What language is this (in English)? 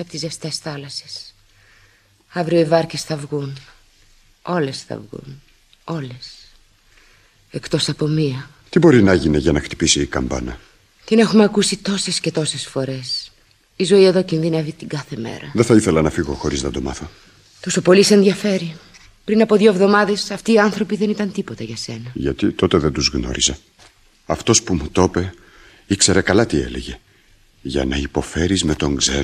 Greek